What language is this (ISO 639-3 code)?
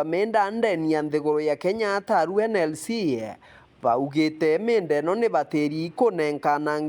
mer